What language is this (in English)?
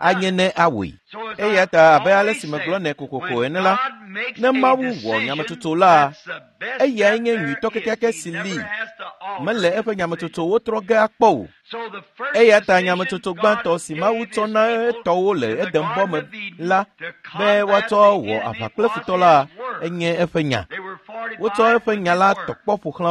Ewe